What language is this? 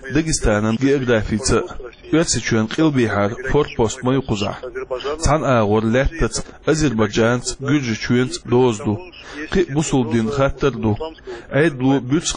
Chechen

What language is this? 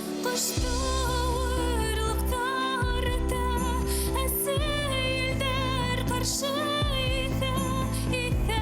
Bashkir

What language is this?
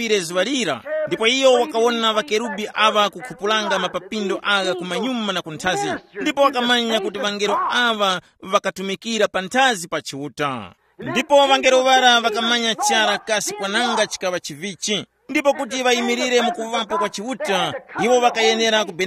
Tumbuka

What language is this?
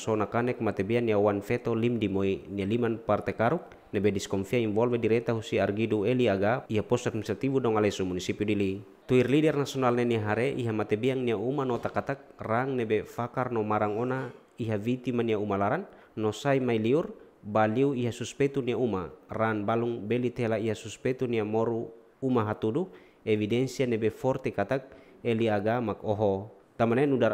Tetum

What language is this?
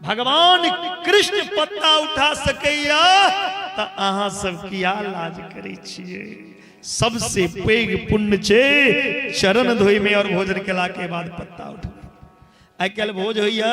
Maithili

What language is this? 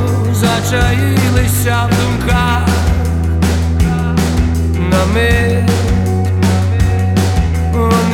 Ukrainian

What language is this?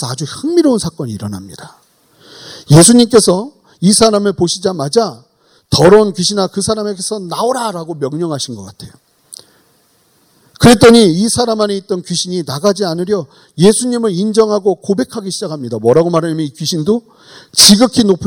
Korean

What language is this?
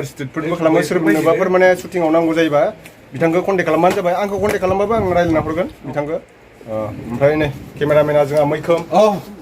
Bodo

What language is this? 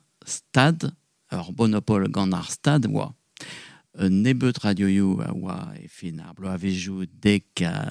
Breton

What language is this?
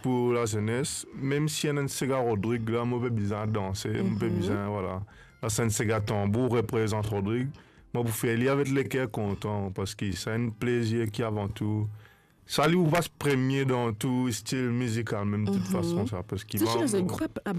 Morisyen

